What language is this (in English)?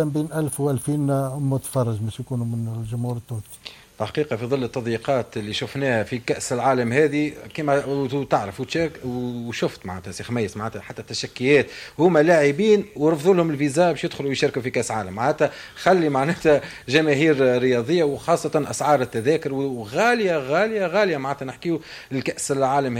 Tunisian Arabic